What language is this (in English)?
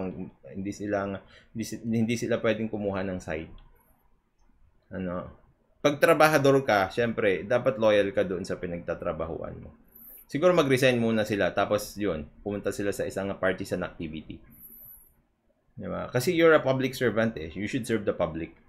Filipino